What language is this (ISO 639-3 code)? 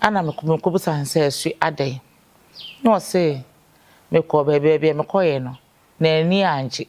aka